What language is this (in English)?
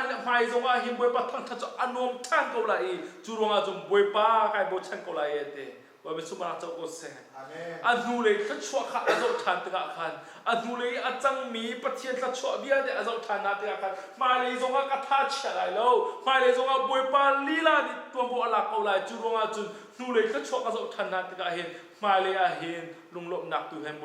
Hakha Chin